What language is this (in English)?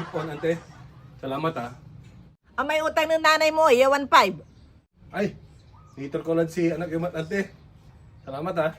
Pangasinan